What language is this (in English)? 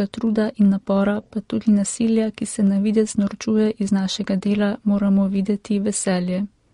Slovenian